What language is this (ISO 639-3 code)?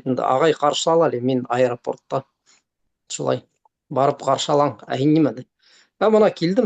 bak